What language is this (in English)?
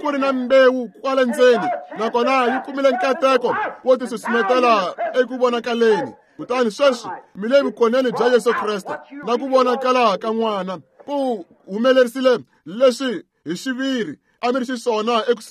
Tsonga